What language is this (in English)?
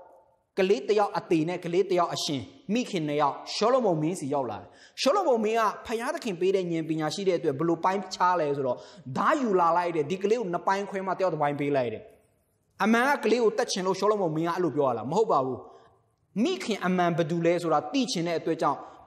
Burmese